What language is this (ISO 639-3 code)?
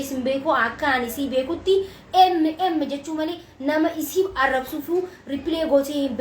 orm